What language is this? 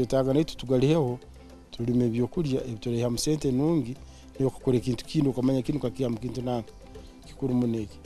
Nyankole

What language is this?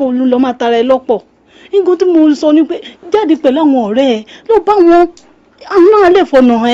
Yoruba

